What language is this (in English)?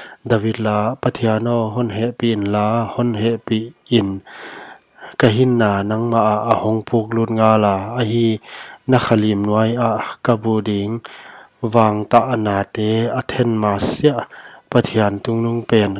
Paite Chin